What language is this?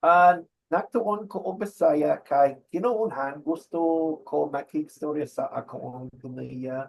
Cebuano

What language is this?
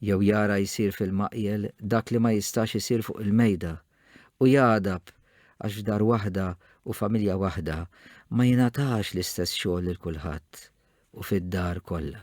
Maltese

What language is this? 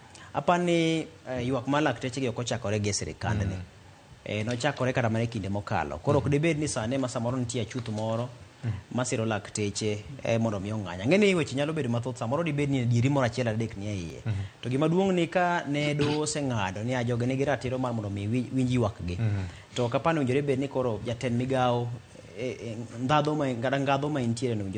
Luo (Kenya and Tanzania)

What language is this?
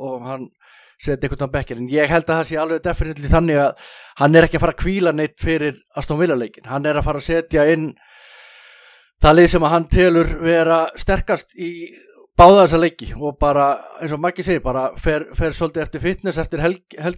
Icelandic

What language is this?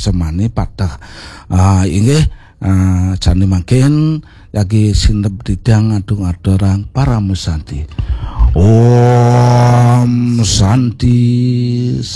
Balinese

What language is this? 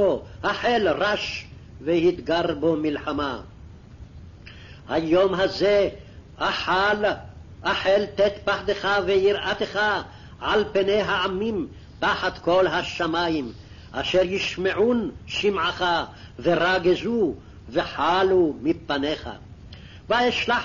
Hebrew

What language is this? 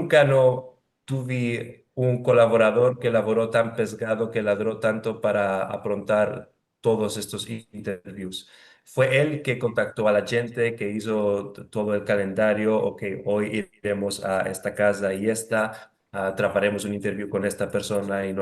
Ladino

